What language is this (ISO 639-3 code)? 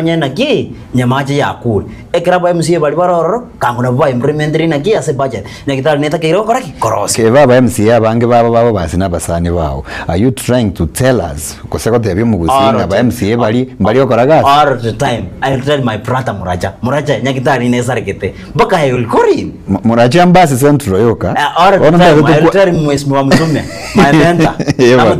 guz